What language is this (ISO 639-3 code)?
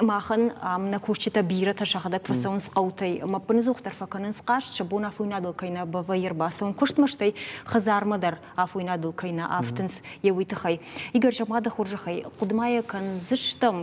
oss